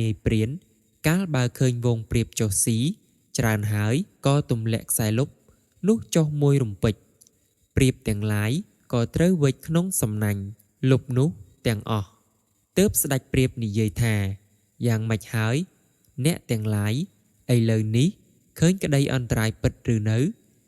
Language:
Khmer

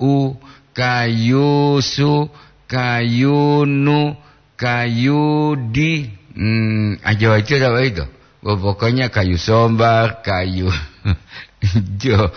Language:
Gorontalo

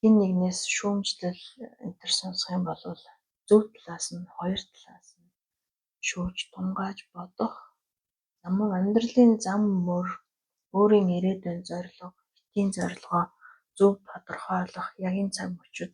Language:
Mongolian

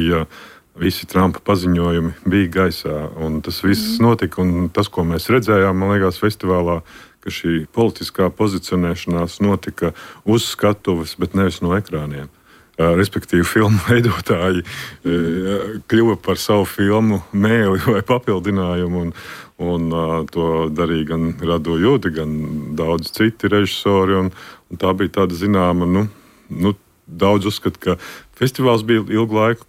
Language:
Latvian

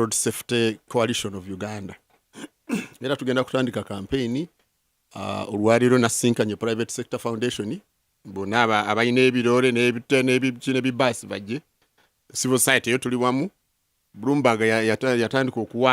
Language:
Ganda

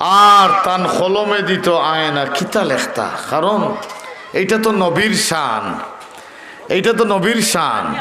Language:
Sylheti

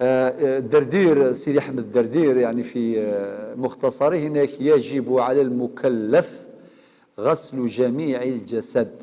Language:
Algerian Arabic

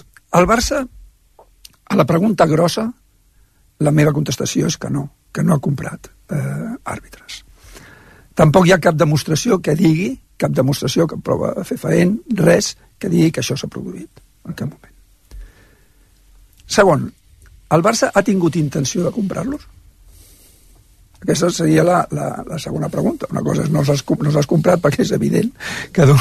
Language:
Catalan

